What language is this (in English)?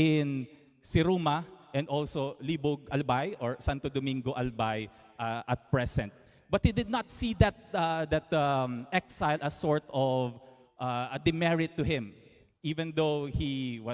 Bikol